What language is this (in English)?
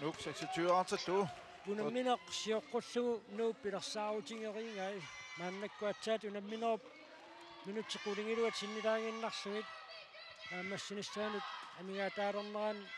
Kalaallisut